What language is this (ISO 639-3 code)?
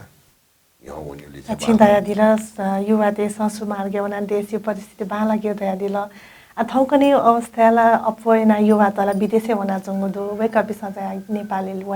new